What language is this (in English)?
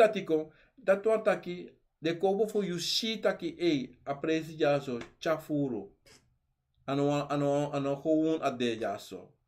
Sranan Tongo